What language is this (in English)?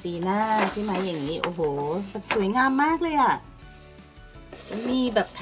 Thai